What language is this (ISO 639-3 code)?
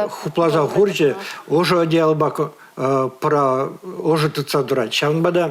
chv